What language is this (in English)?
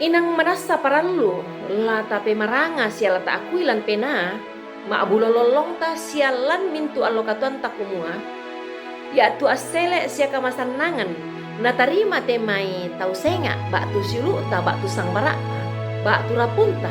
Toraja-Sa'dan